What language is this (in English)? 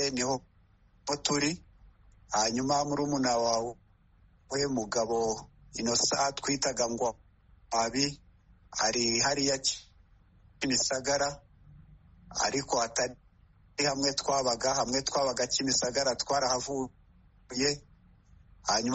Kinyarwanda